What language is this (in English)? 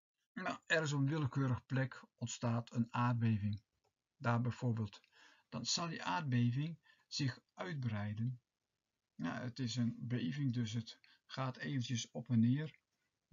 Dutch